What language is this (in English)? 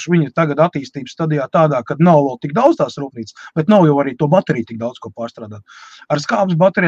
Latvian